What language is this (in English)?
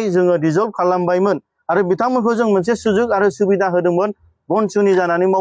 Bodo